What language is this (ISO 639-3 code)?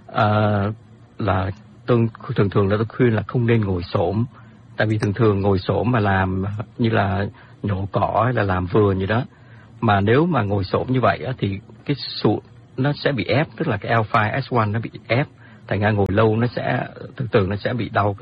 vie